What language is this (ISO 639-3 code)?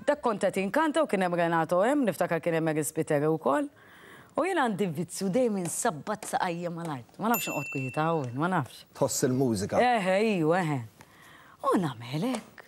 mlt